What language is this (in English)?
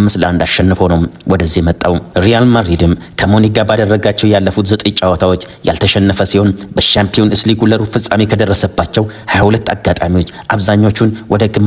Amharic